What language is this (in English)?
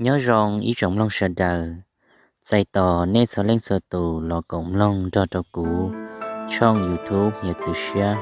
Hmong